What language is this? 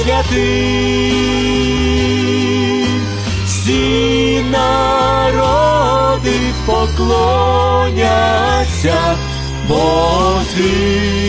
Ukrainian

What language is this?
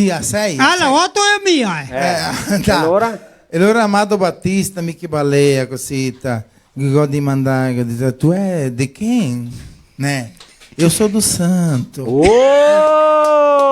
Venetian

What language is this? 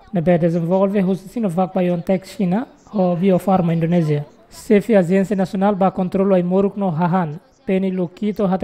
Tetum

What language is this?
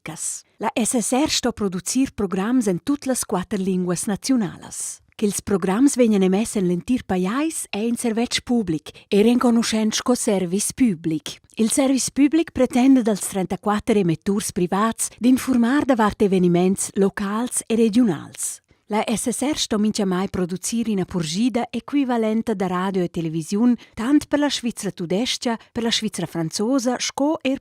Romansh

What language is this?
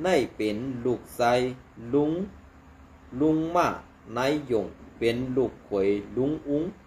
Shan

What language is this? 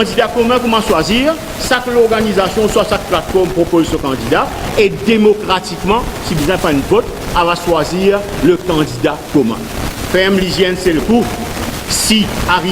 Morisyen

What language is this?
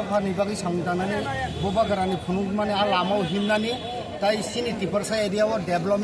Kok Borok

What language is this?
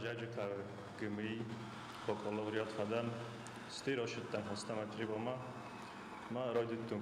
Ossetic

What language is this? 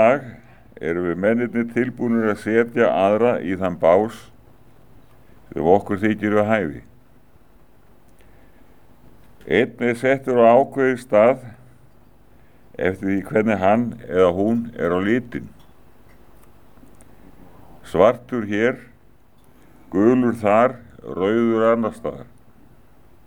Icelandic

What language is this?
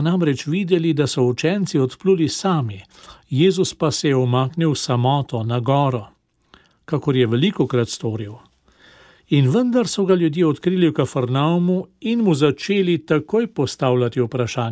Slovenian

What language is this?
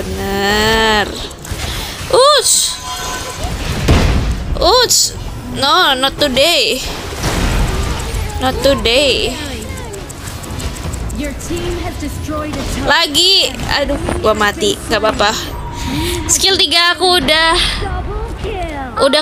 Indonesian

